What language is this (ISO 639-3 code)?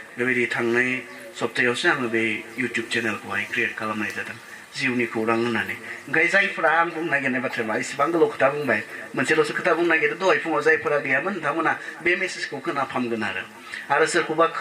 brx